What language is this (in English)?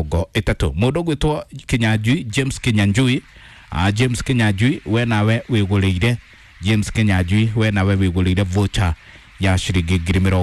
Kikuyu